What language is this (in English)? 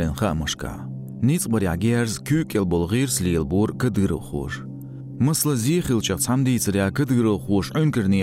Chechen